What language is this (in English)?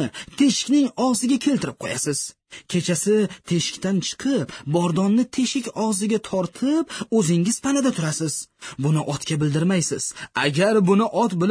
Uzbek